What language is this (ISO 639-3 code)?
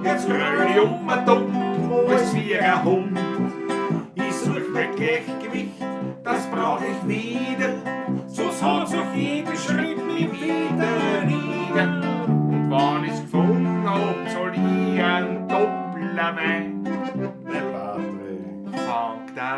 bar